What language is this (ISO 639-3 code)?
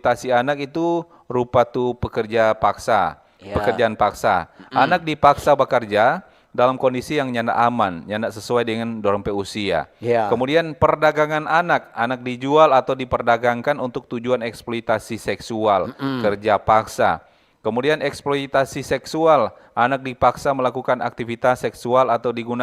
xmm